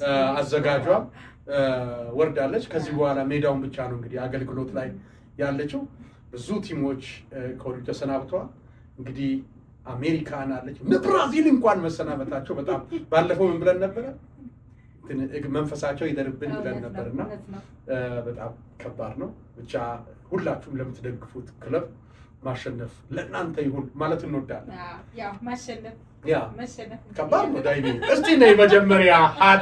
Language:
Amharic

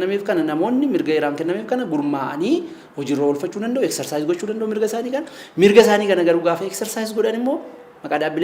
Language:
Oromo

